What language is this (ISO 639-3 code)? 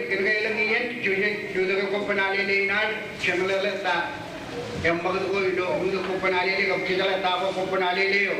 mah